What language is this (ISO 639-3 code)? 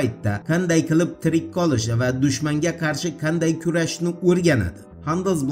uzb